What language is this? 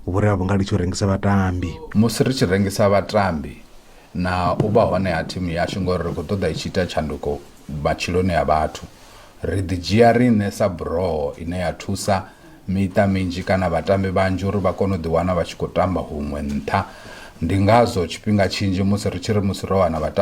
Venda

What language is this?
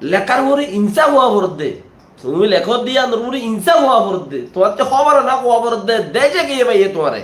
Rohingya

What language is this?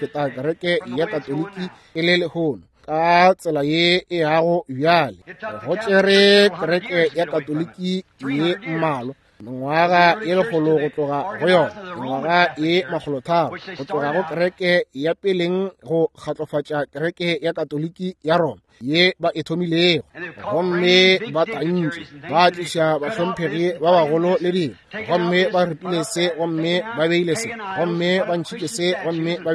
Northern Sotho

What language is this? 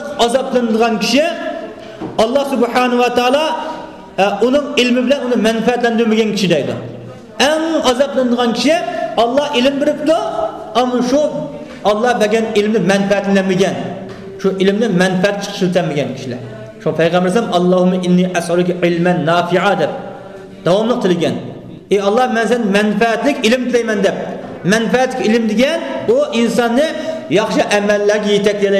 Uyghur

